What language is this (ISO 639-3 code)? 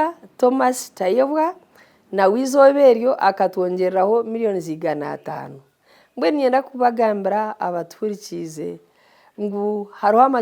nyn